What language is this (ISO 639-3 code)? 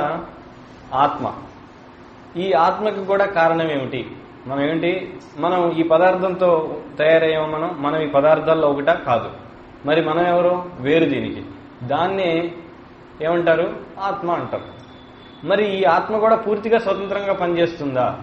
tel